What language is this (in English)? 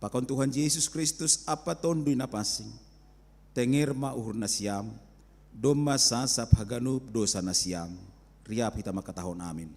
Batak Simalungun